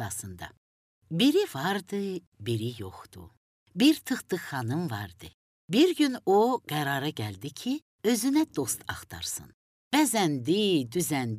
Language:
Azerbaijani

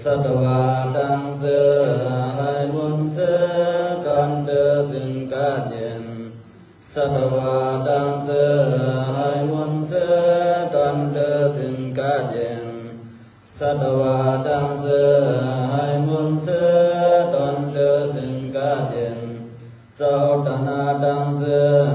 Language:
Shan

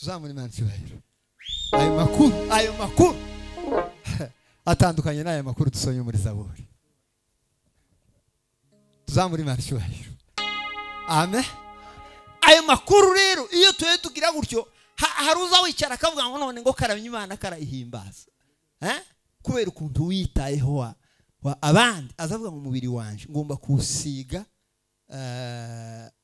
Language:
Kinyarwanda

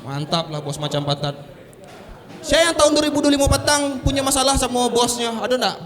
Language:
Minangkabau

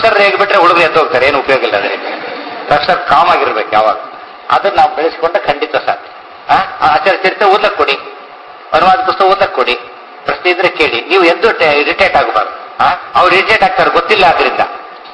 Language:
Kannada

